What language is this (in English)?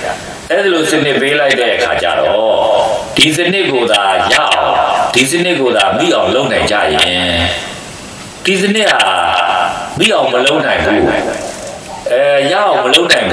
Burmese